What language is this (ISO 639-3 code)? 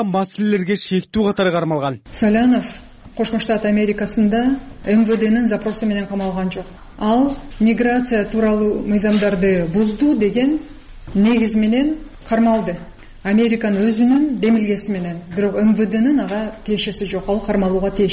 kir